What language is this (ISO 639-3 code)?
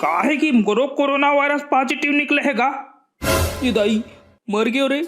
hne